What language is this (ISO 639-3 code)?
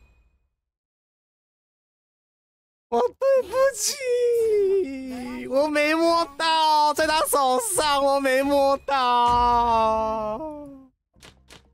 zho